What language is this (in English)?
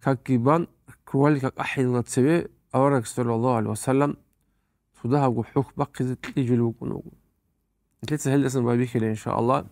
Avaric